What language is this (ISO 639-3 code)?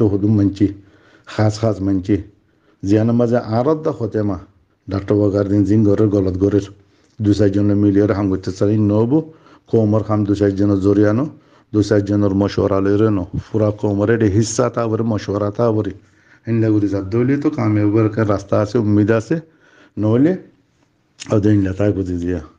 rhg